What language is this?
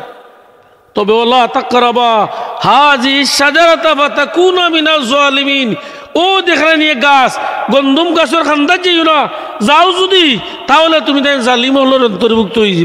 Sylheti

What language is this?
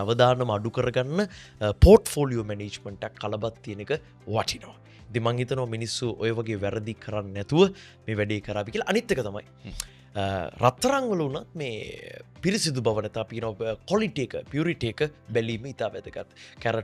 Sinhala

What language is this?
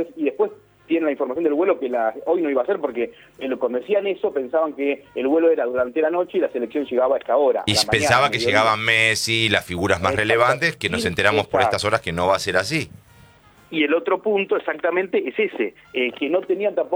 Spanish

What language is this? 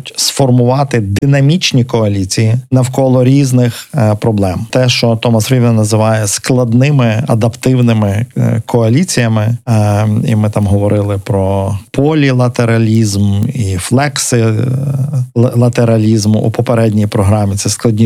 Ukrainian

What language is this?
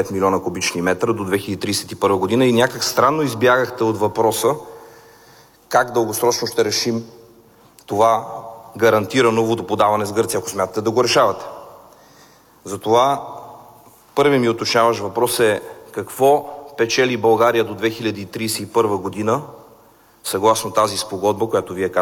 Bulgarian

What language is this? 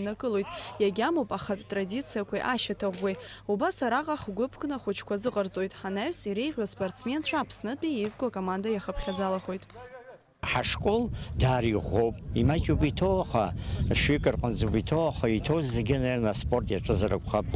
Abkhazian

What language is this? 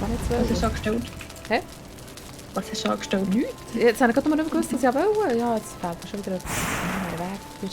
Swiss German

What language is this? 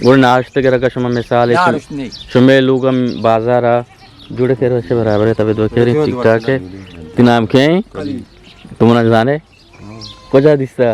Eastern Balochi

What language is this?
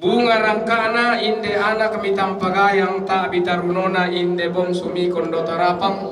Toraja-Sa'dan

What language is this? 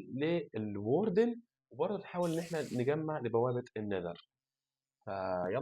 Egyptian Arabic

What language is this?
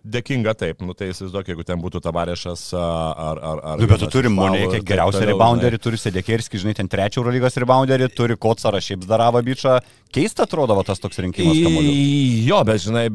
Lithuanian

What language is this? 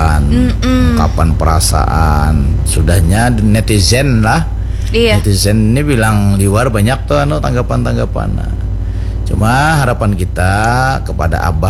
Banjar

